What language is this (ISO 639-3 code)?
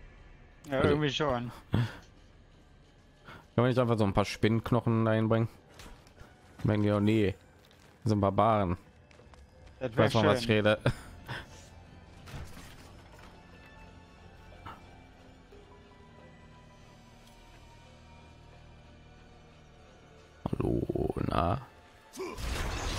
deu